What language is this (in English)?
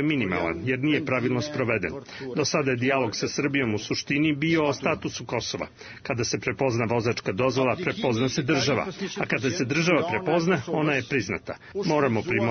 Serbian